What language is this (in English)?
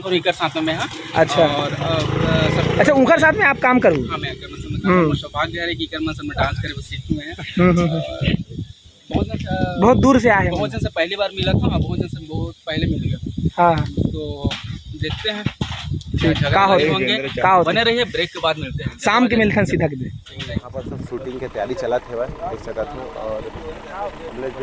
Chhattisgarhi